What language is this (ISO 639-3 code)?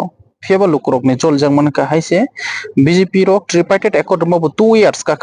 trp